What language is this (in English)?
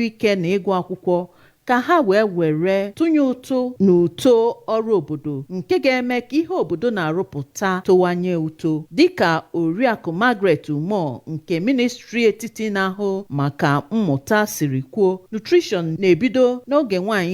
Igbo